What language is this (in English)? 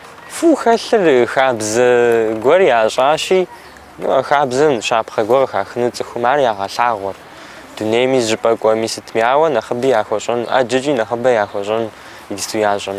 Kabardian